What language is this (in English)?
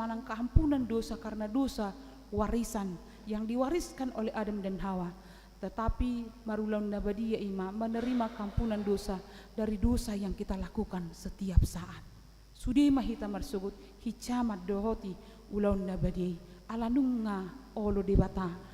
Batak Toba